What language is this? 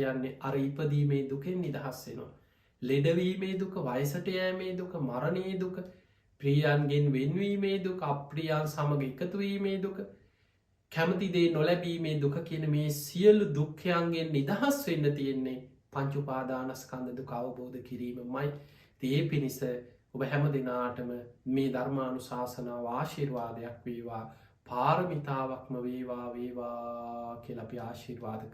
Sinhala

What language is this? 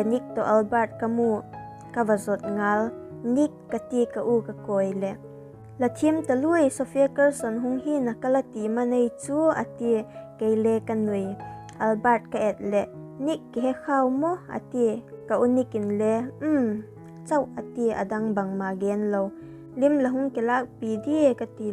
Vaiphei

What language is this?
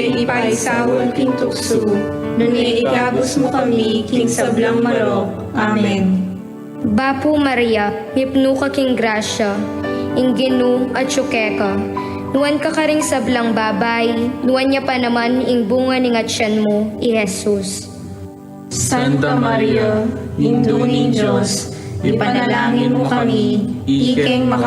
Pampanga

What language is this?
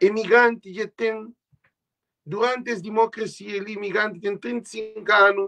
Kabuverdianu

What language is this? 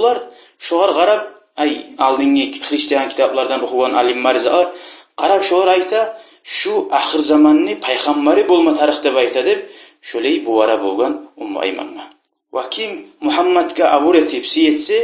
Kumyk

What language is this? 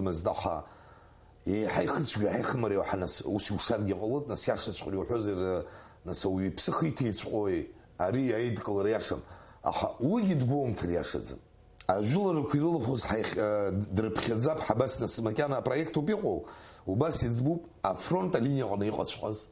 Abkhazian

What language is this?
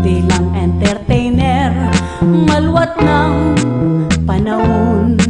Pampanga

